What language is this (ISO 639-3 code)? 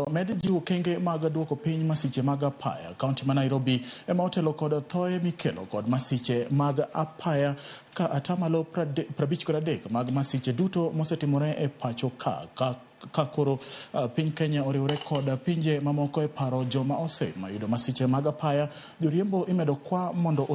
luo